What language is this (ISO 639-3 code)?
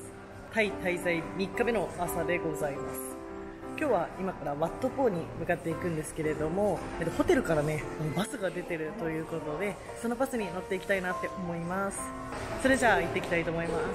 jpn